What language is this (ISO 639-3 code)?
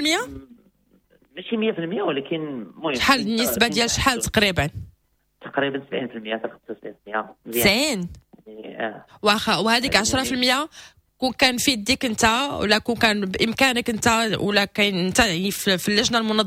ary